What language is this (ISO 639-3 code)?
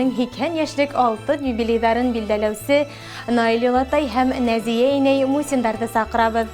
bak